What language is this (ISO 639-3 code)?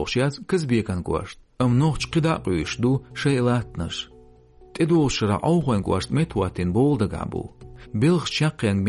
che